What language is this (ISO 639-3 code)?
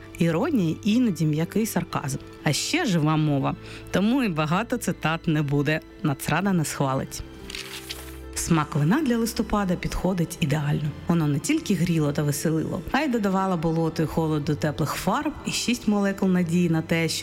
ukr